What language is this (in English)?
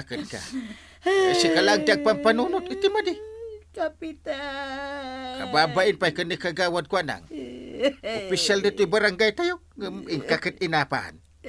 Iloko